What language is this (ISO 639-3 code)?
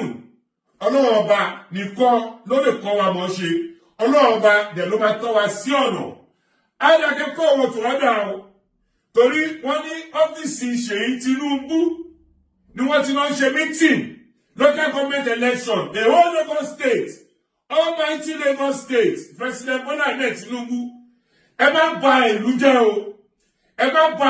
yor